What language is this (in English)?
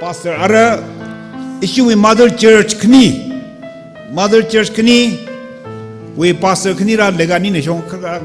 Tangkhul Naga (India)